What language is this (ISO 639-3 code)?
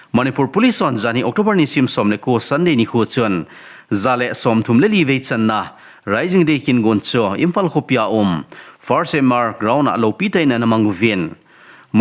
tcz